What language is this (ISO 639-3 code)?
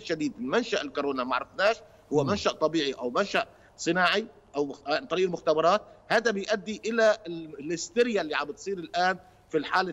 arz